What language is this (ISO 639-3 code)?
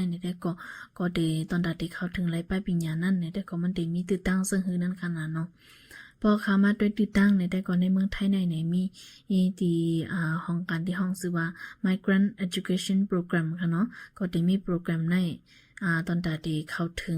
shn